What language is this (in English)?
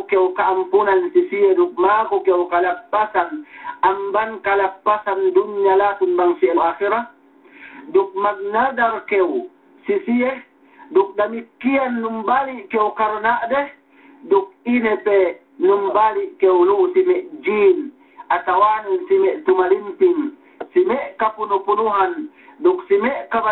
Yakan